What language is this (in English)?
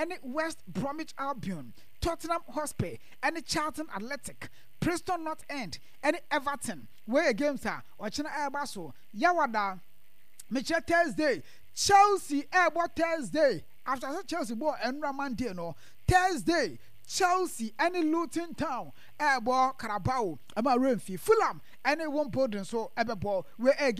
Akan